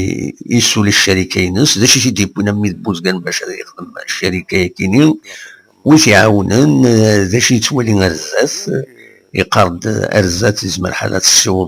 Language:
Kabyle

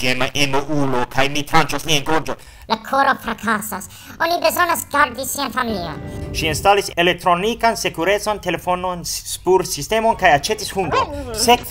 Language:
Esperanto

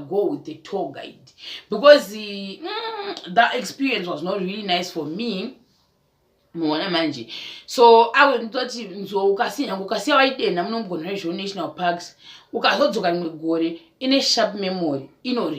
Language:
Shona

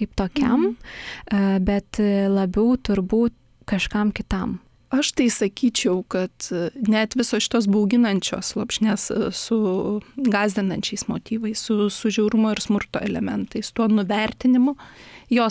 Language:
Lithuanian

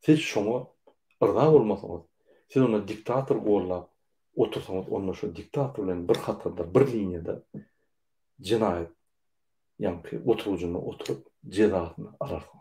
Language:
Turkmen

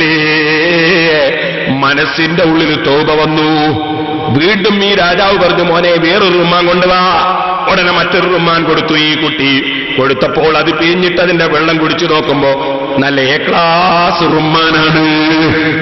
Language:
Malayalam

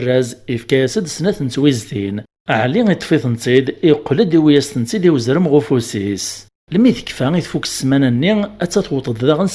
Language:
Kabyle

